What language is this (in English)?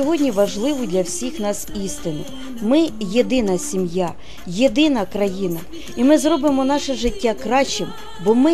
Ukrainian